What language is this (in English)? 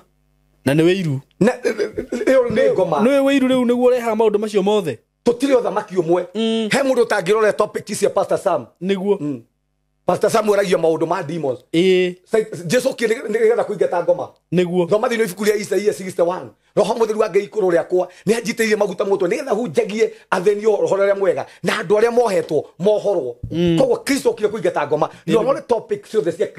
Kikuyu